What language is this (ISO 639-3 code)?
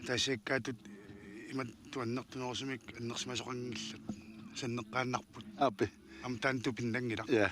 kal